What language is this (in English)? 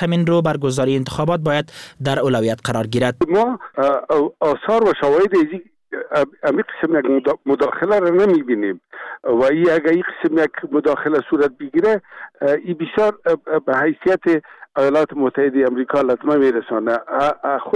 Persian